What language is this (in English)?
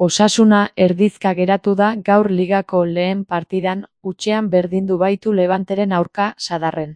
Basque